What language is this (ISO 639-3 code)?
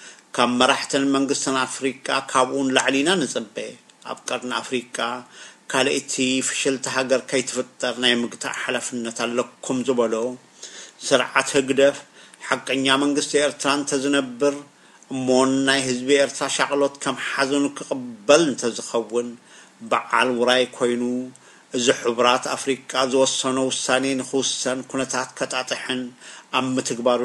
tir